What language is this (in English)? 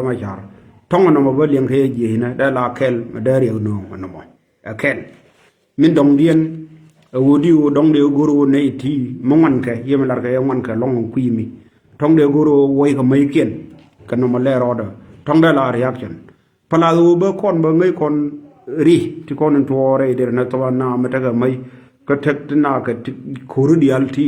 Nuer